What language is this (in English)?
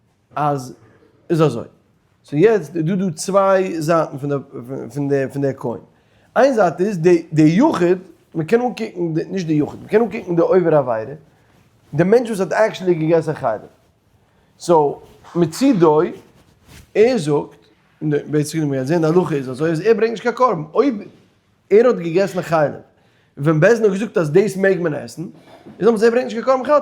Yiddish